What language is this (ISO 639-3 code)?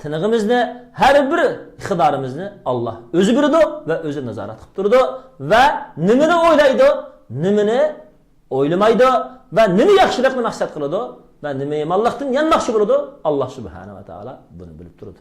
uig